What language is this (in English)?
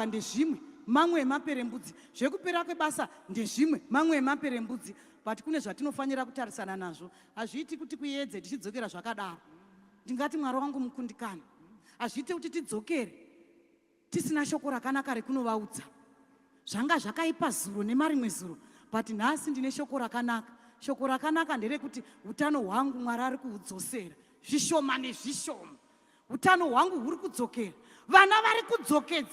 Shona